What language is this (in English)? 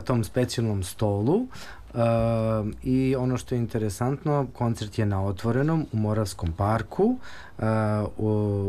Serbian